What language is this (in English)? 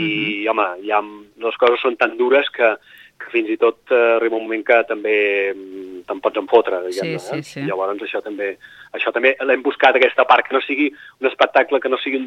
Catalan